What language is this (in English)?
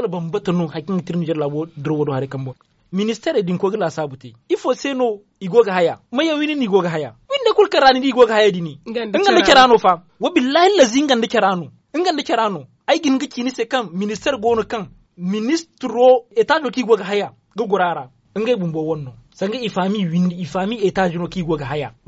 Zarma